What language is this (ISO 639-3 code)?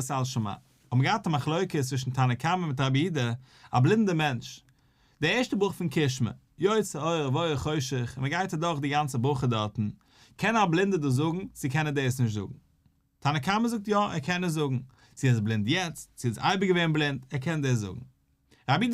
yid